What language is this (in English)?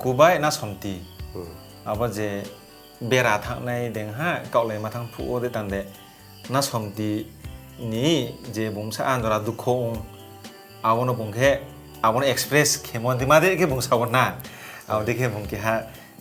Riang (India)